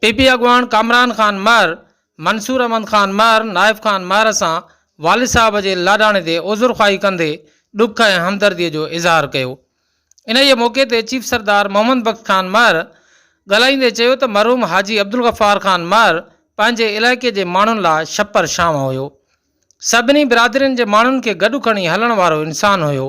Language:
Sindhi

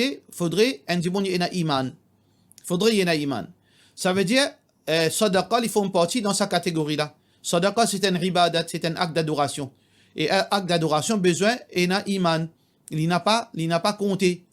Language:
Morisyen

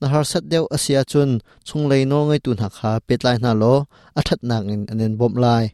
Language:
Hakha Chin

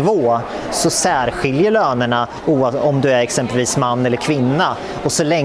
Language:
Swedish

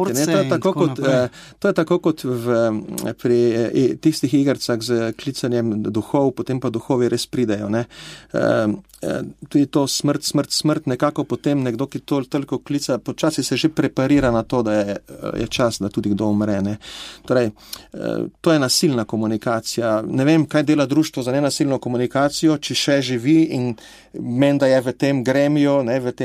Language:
Slovenian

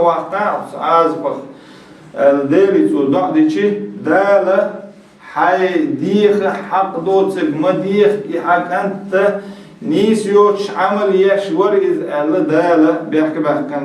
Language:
Chechen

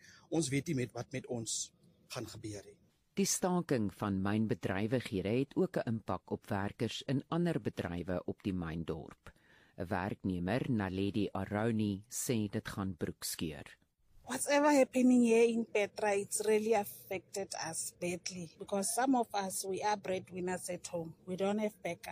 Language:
Afrikaans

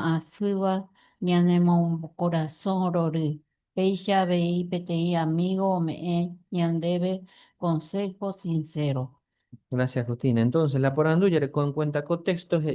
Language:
Guarani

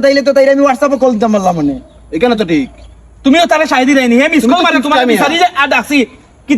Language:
Sylheti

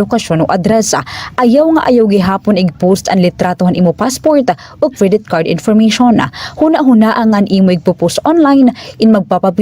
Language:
Waray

